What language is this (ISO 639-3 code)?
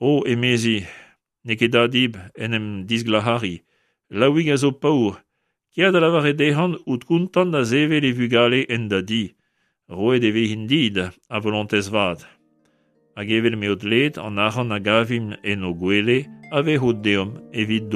bre